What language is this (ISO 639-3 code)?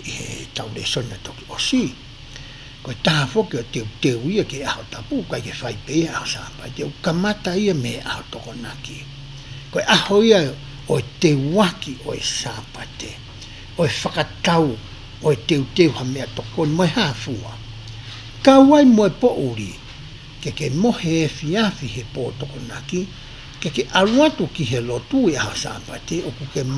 ton